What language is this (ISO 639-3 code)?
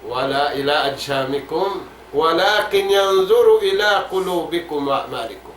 tsg